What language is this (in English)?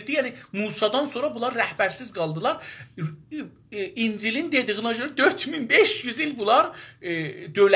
South Azerbaijani